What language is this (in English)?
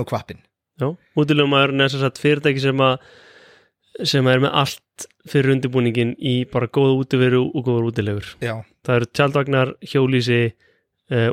Icelandic